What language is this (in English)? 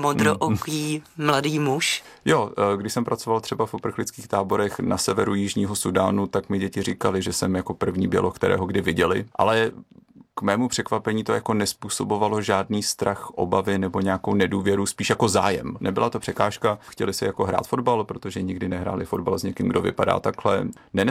Czech